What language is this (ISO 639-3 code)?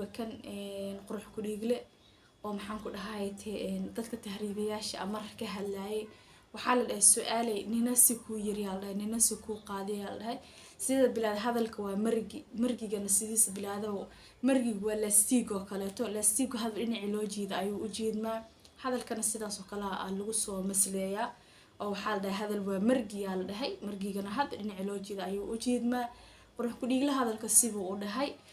som